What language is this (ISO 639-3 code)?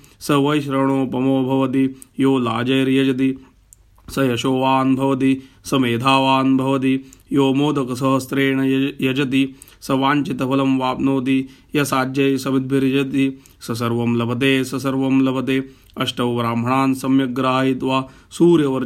san